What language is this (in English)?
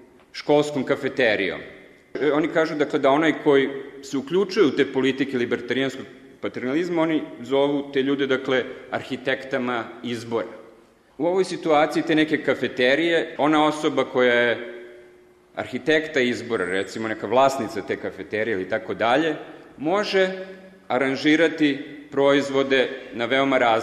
Serbian